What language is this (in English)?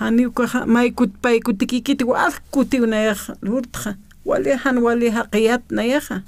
Aymara